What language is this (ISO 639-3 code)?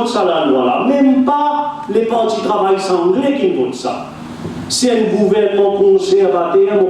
mfe